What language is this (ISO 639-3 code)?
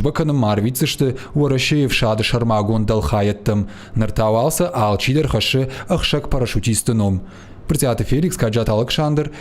oss